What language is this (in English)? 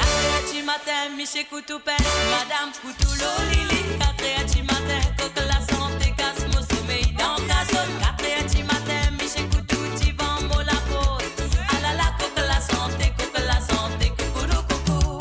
Morisyen